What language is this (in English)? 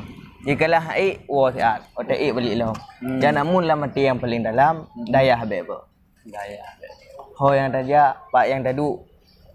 Achinese